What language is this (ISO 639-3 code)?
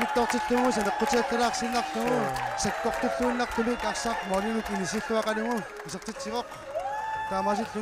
kal